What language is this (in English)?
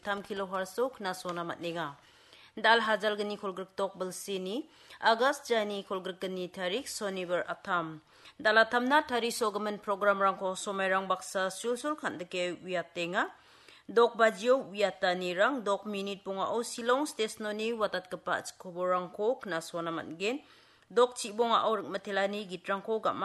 Garo